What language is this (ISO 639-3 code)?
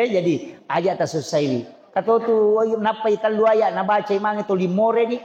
bug